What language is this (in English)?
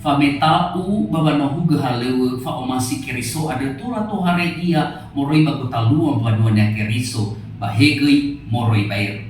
Nias